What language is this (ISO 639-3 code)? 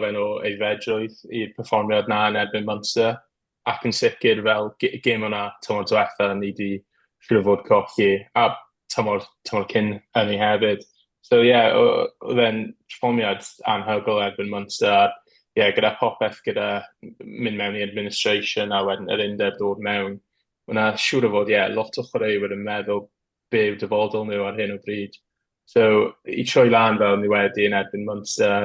cym